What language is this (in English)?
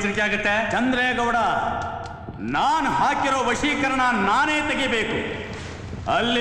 Kannada